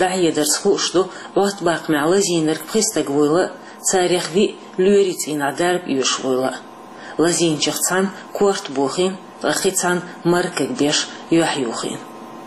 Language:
Chechen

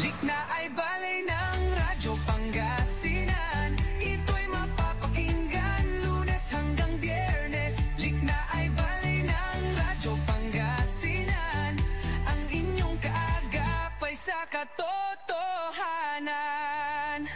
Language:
Pangasinan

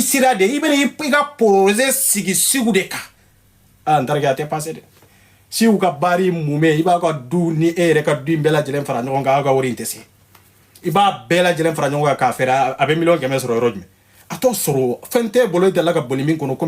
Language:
Bambara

